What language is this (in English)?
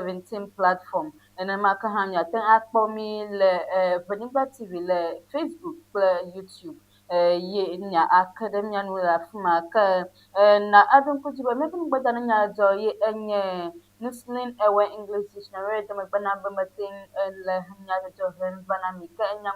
Ewe